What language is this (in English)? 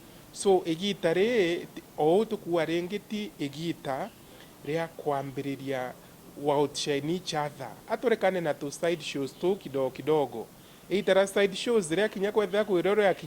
Meru